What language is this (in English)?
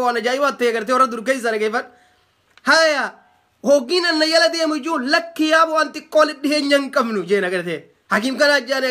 Oromo